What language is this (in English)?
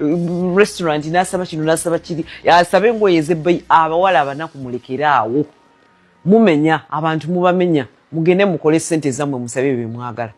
Ganda